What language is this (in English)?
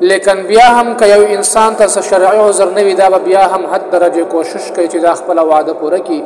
Pashto